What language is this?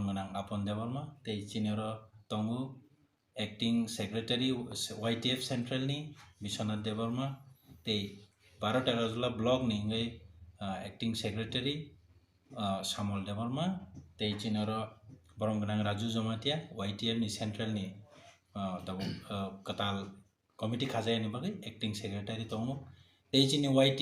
Kok Borok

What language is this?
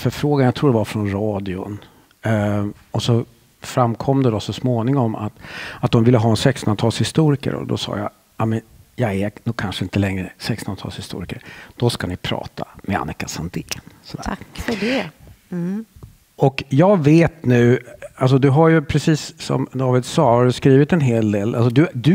Swedish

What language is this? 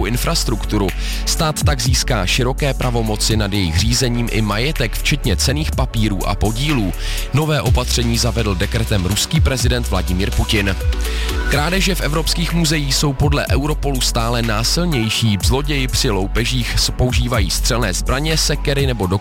Czech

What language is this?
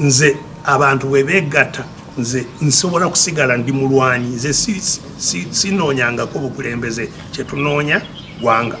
Ganda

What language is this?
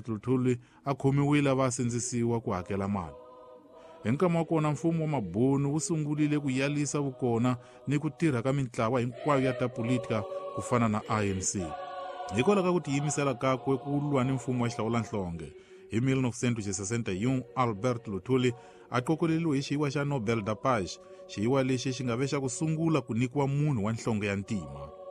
Tsonga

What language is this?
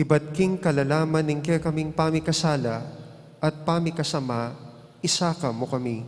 Pampanga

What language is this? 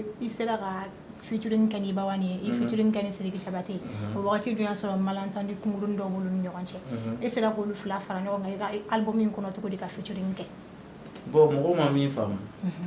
Bambara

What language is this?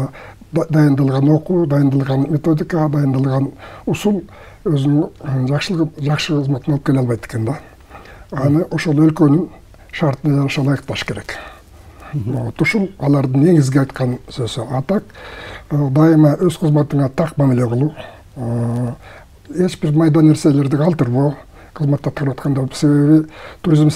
Kyrgyz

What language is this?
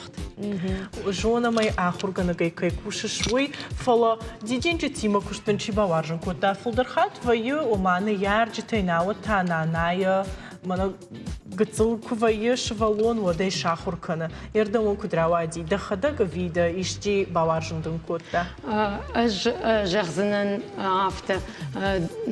Ossetic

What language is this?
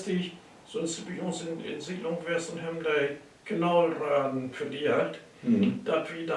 Low German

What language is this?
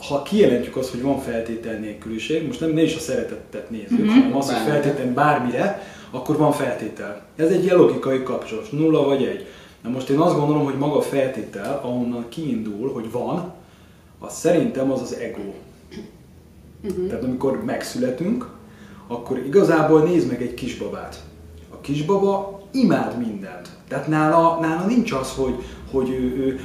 Hungarian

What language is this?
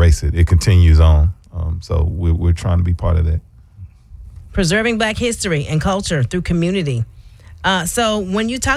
English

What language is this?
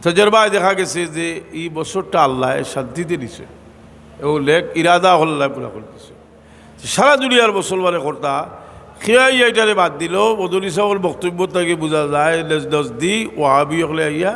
Sylheti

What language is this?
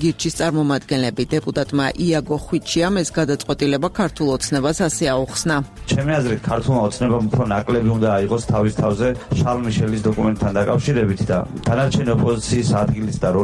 Georgian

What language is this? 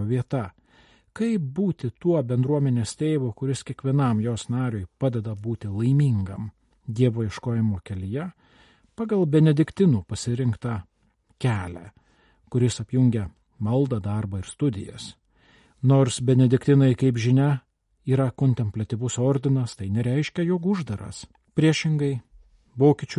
Lithuanian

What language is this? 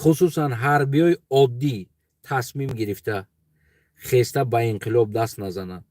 Tajik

